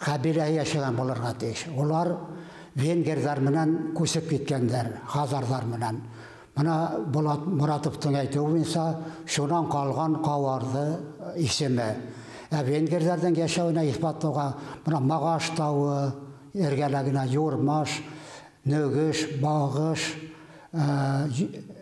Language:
Bashkir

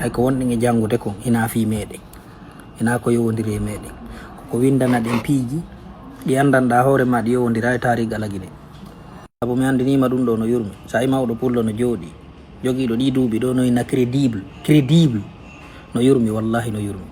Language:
Fula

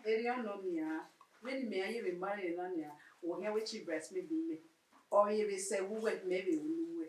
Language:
Bini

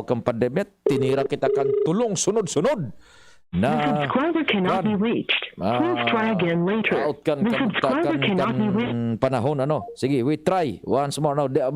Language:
Bikol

